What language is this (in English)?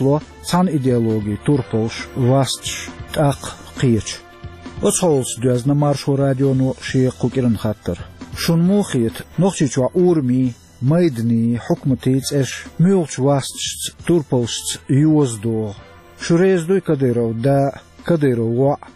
Chechen